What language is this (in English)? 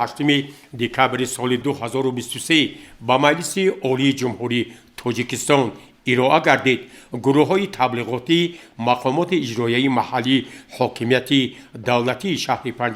Tajik